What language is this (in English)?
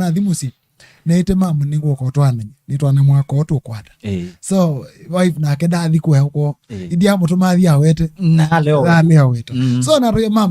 Kamba